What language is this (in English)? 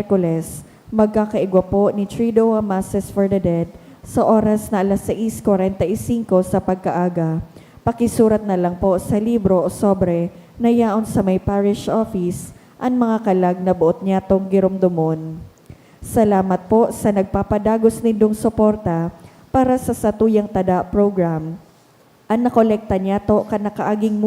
Bikol